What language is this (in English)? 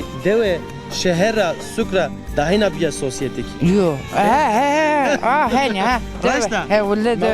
Zaza